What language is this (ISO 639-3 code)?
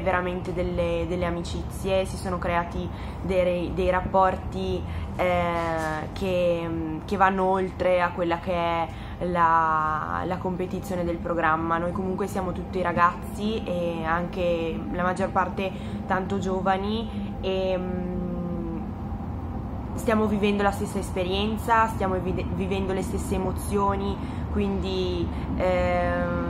ita